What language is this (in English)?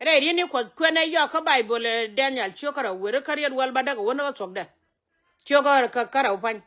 Nuer